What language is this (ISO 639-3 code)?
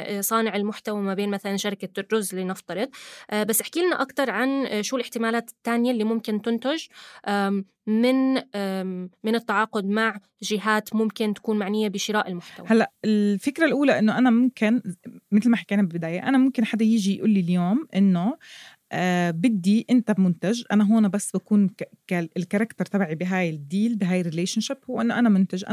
apc